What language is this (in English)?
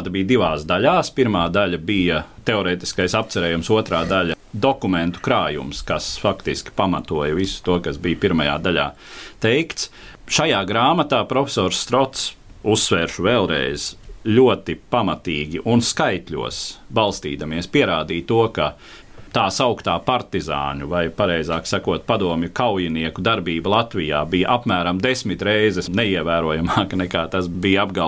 Latvian